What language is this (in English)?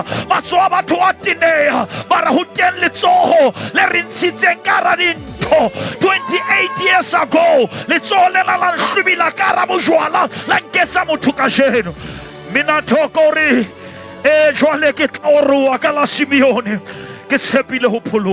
Southern Sotho